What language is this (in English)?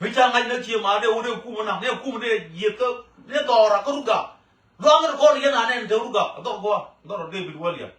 Nuer